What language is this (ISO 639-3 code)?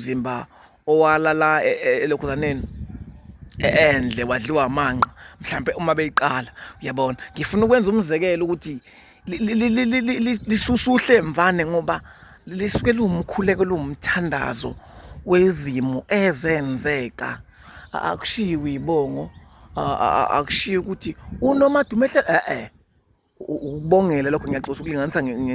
zul